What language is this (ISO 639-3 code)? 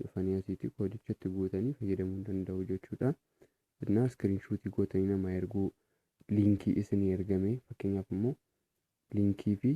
orm